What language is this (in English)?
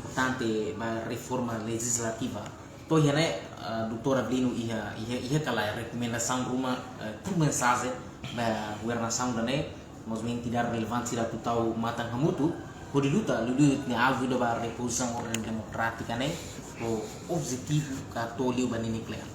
Tetum